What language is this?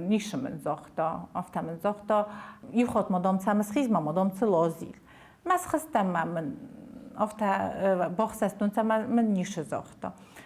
Ossetic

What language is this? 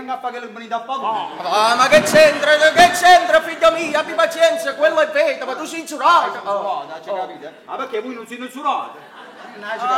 Neapolitan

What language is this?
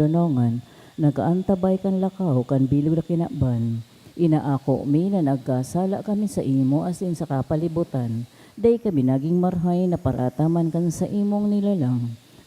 Bikol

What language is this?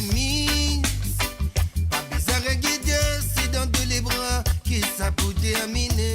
Morisyen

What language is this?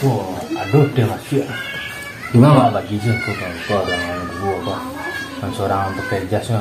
Minangkabau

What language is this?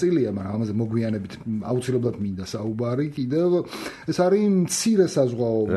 Georgian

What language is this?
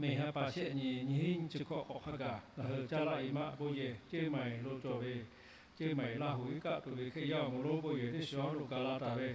Lahu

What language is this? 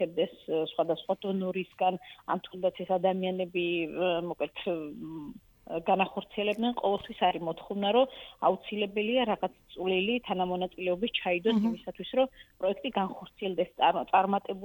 Georgian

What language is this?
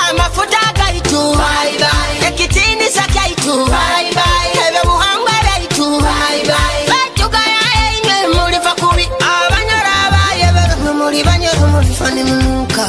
Nyoro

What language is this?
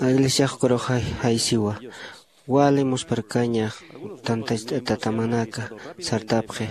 Aymara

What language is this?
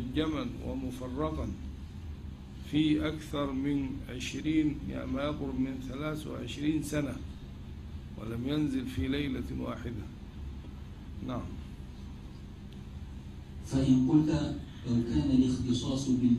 Arabic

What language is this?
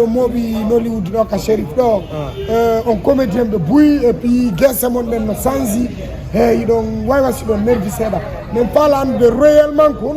Fula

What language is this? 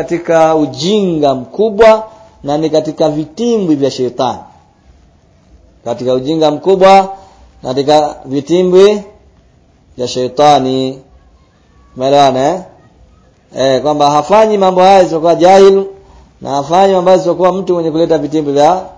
Swahili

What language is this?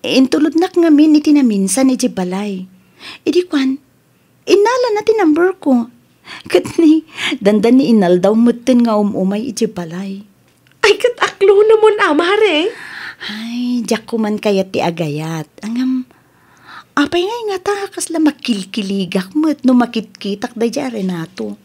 Iloko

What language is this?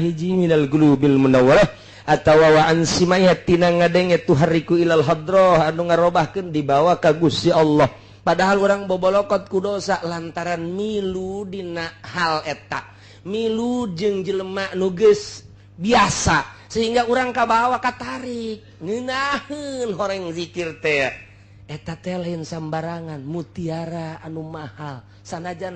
Sundanese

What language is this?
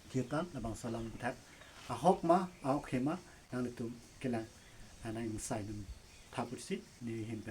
Karbi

